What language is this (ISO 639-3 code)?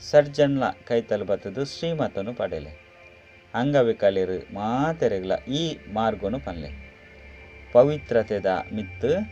tcy